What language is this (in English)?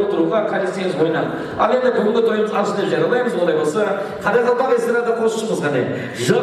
Kara-Kalpak